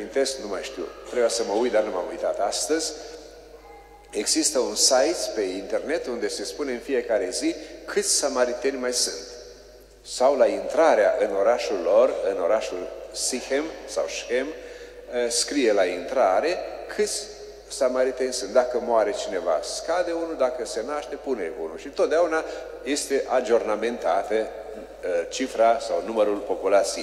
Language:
Romanian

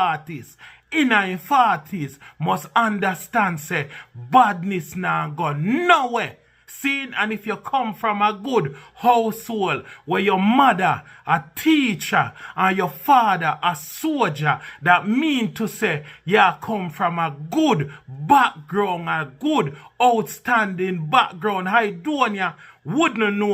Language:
Jamaican Creole English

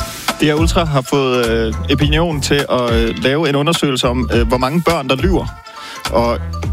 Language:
Danish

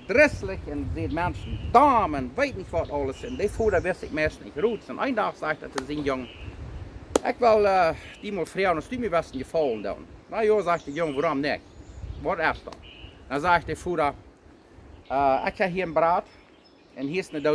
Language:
Plautdietsch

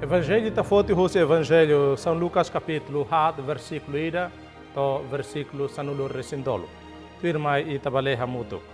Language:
Tetum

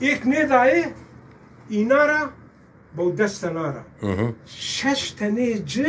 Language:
Zaza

